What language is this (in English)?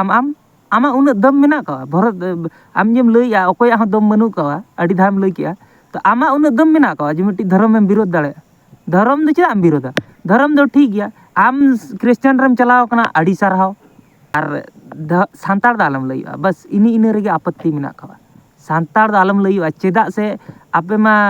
Santali